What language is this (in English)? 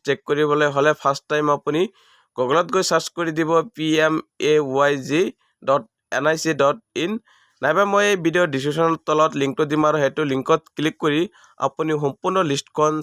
Assamese